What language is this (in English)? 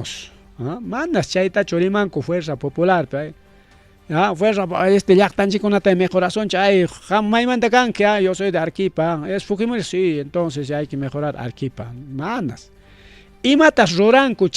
Ayacucho Quechua